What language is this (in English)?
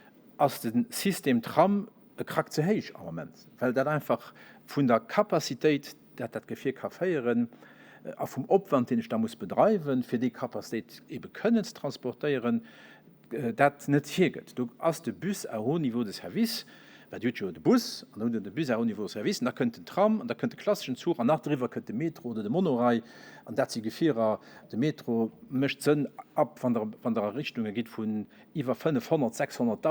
Luxembourgish